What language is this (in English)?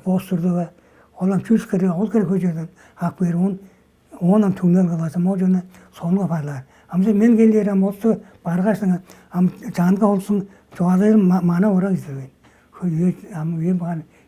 Tuvinian